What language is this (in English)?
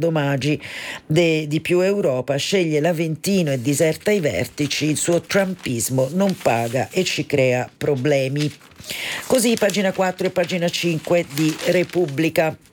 Italian